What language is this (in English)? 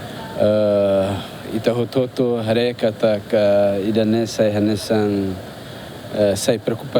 Tetum